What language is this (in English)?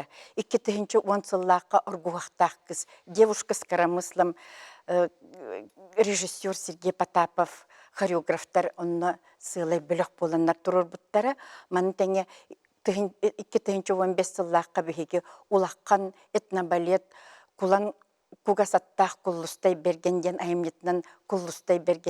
Yakut